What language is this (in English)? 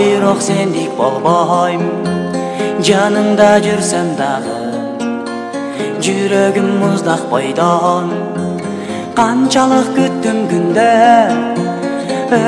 Kyrgyz